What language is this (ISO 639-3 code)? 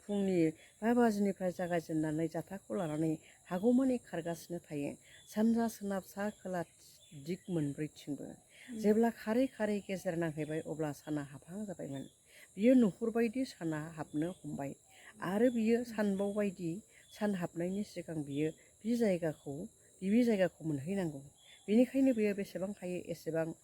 brx